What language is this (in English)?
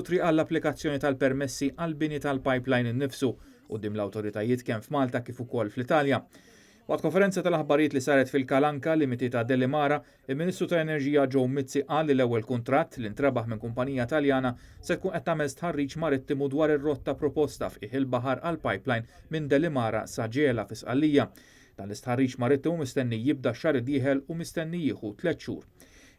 Maltese